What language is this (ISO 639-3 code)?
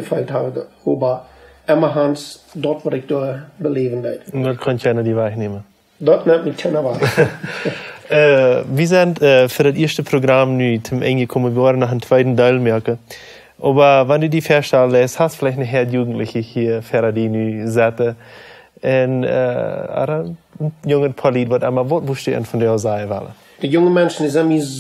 pdt